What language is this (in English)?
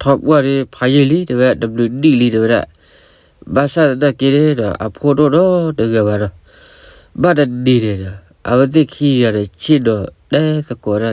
S'gaw Karen